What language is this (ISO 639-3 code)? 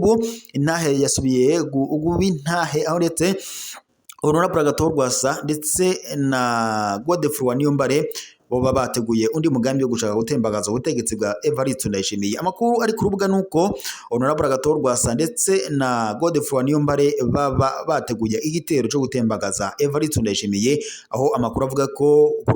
run